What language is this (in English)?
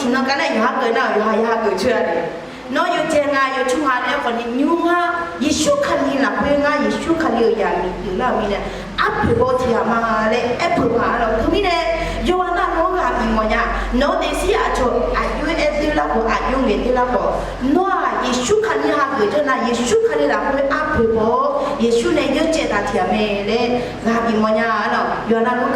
Akha